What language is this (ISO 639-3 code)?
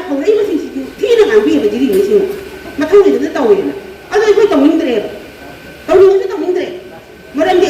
mni